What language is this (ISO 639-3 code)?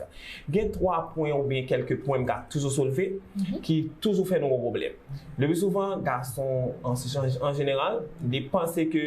hat